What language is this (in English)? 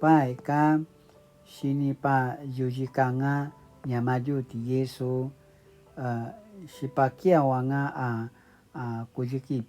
Paiwan